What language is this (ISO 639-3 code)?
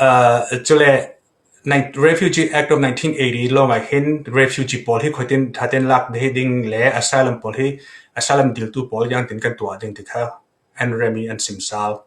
cfm